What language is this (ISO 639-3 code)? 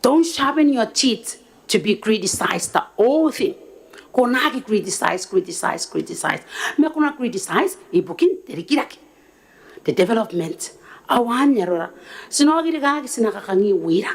gil